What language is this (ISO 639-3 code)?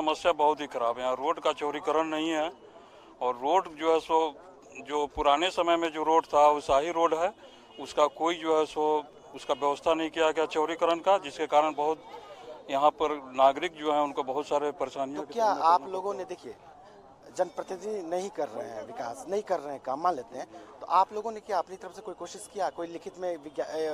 hin